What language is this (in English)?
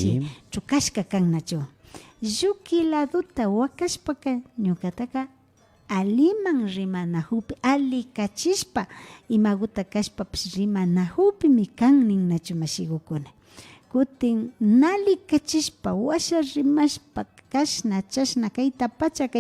Imbabura Highland Quichua